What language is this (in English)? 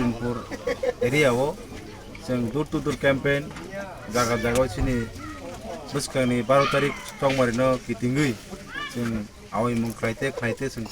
Kok Borok